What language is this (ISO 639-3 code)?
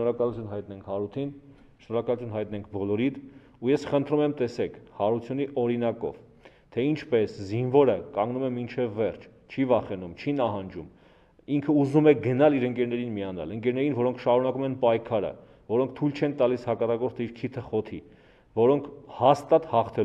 hye